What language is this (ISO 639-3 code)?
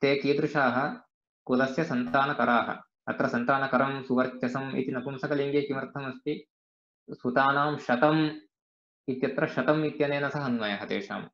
san